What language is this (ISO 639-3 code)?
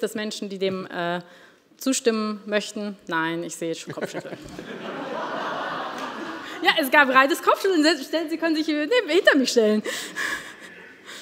deu